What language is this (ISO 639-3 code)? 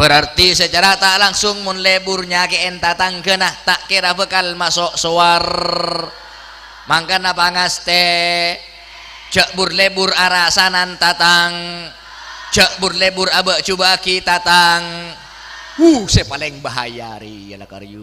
mad